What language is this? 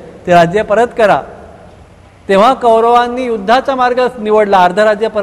Marathi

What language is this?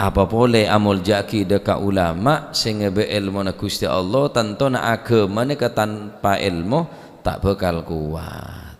Madurese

